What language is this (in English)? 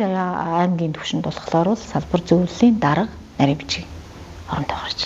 Mongolian